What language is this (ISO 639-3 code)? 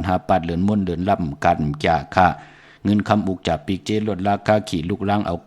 shn